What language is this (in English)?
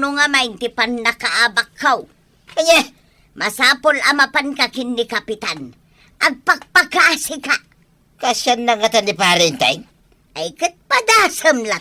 Iloko